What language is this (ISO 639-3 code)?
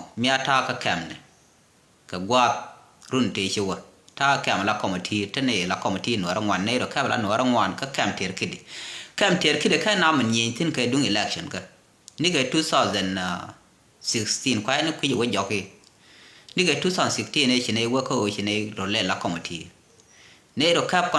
nus